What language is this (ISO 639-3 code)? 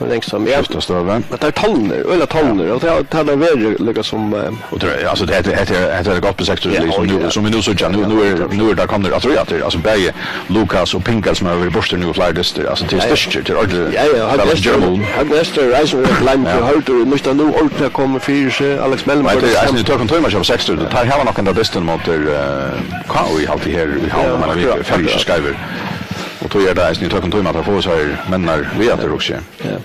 fao